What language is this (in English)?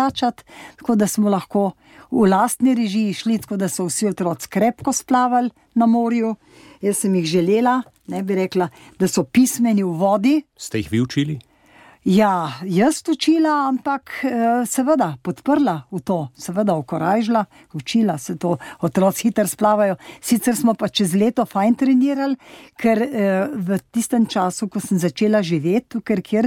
Slovenian